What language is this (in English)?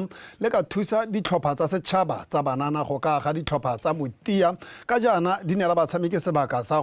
Tswana